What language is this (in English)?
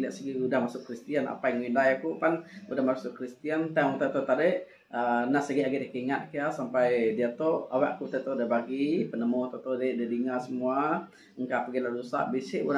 Iban